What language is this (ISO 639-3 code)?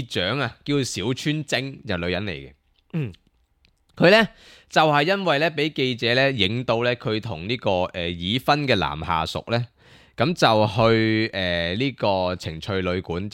yue